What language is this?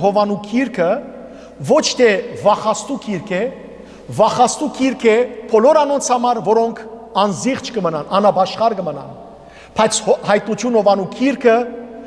Western Armenian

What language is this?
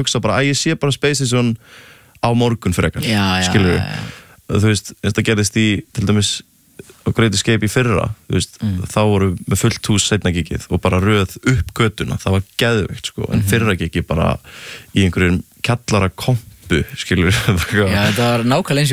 Icelandic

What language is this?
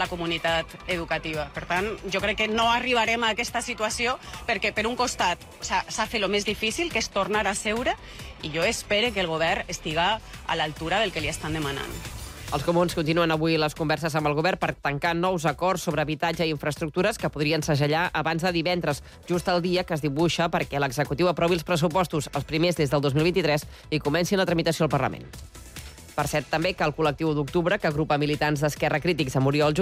Catalan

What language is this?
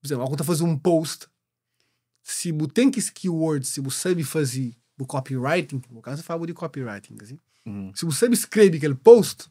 Kabuverdianu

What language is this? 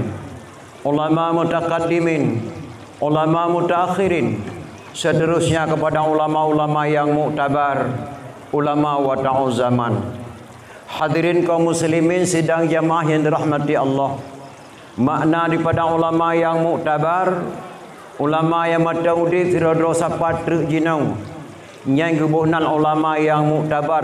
Achinese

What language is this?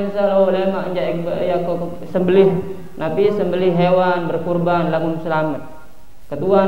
Indonesian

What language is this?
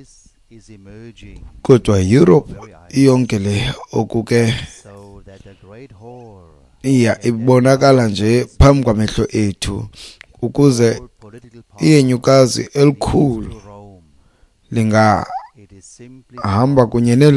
Xhosa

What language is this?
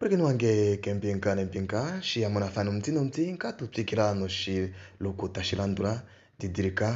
Kuanyama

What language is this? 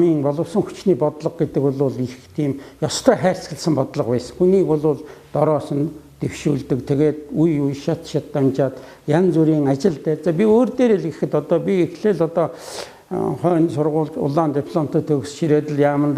Mongolian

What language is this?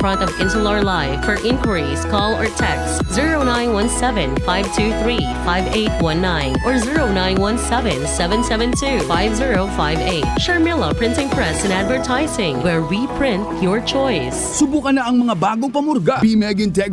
Bikol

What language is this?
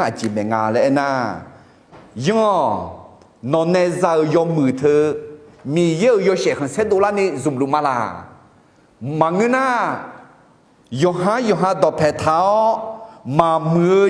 Akha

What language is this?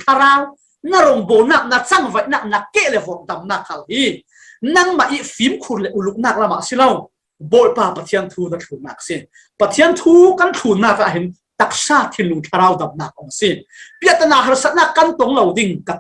Falam Chin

